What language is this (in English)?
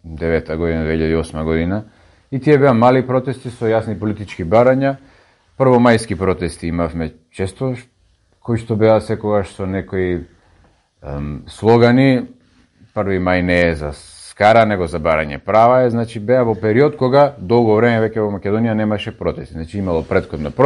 Macedonian